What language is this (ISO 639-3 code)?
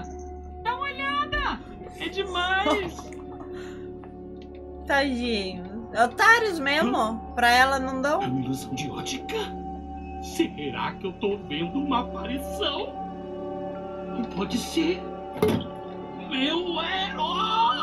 por